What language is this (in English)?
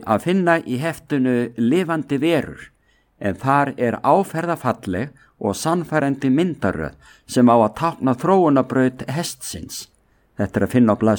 Icelandic